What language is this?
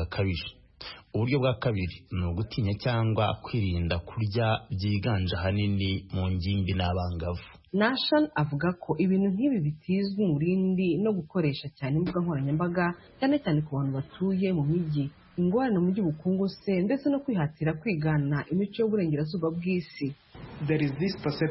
Kinyarwanda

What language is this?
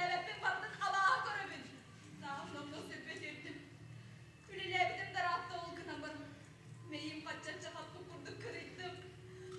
Yakut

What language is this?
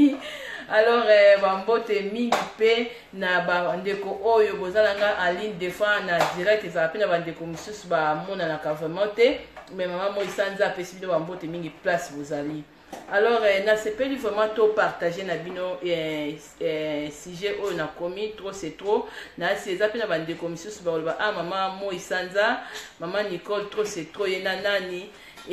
Lingala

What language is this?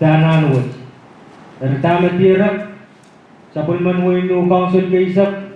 Pohnpeian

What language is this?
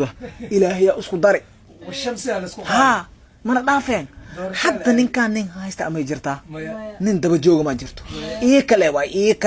Somali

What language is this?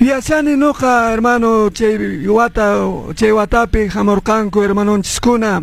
Quechua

